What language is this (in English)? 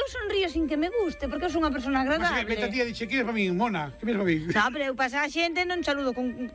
Galician